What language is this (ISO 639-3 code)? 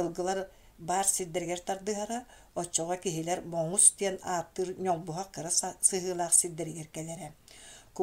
sah